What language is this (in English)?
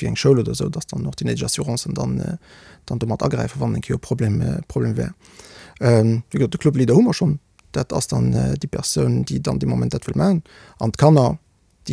Luxembourgish